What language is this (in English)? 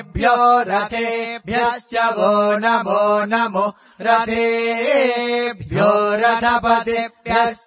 Sanskrit